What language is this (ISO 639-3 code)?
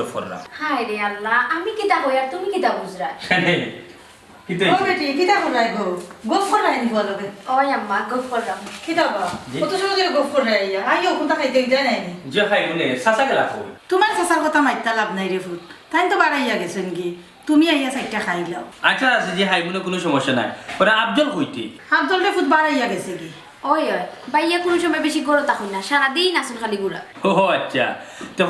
syl